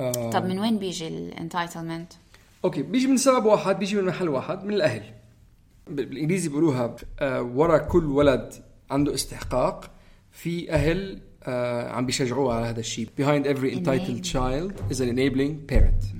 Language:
North Levantine Arabic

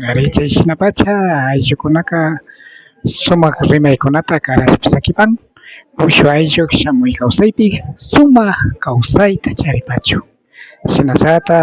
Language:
Imbabura Highland Quichua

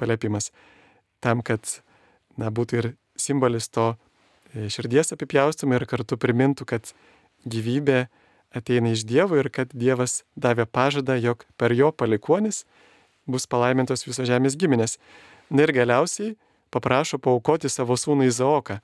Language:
Lithuanian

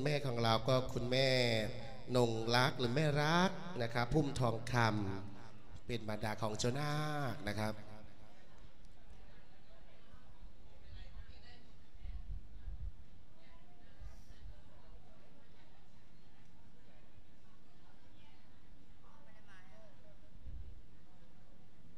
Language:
Thai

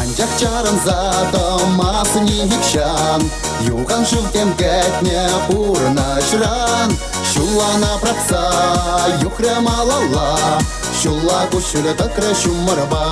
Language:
Chuvash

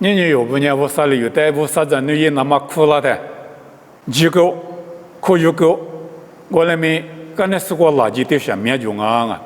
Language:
Lisu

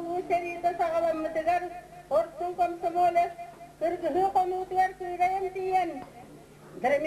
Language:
Yakut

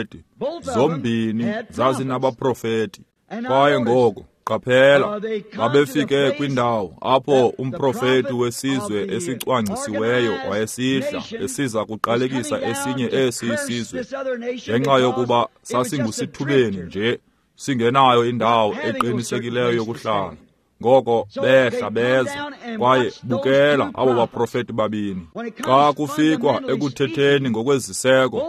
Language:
Xhosa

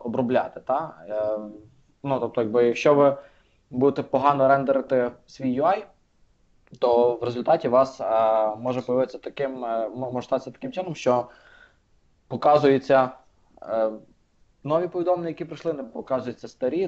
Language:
Ukrainian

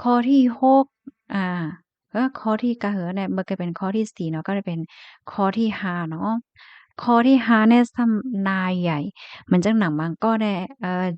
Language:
Shan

